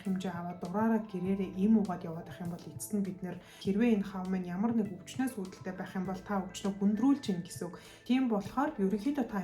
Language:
Mongolian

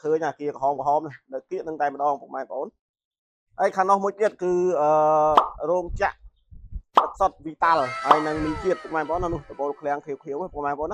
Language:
Khmer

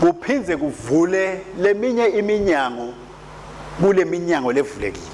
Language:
Swati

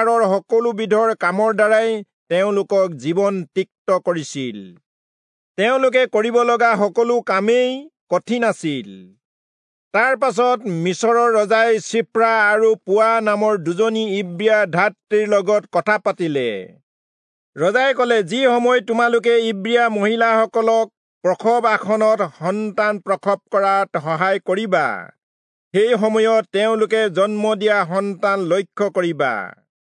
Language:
Assamese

